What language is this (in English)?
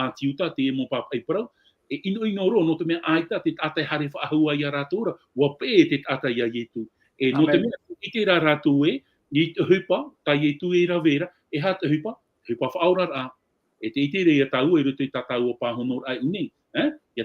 Tahitian